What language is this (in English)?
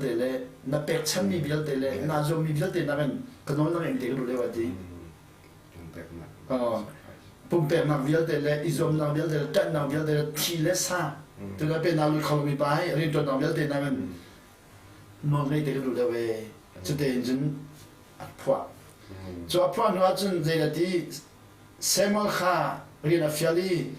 Hakha Chin